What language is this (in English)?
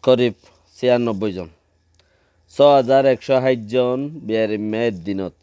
Rohingya